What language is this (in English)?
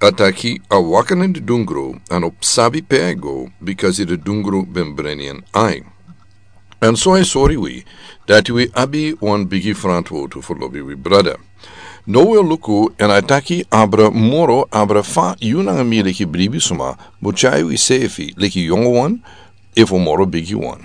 Sranan Tongo